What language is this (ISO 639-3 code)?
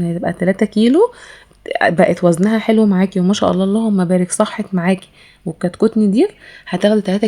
arz